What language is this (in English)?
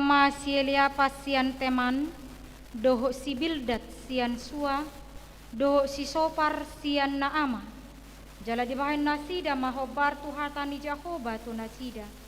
Batak Toba